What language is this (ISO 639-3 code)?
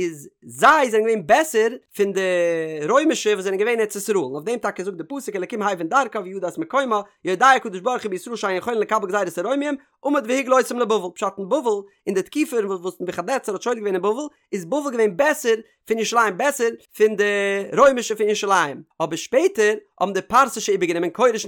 yid